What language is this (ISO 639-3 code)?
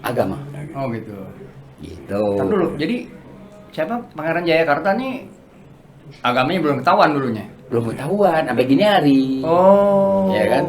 bew